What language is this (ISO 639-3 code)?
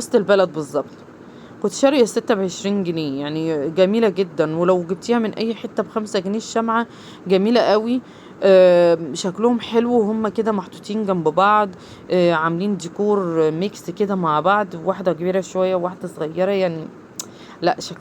arz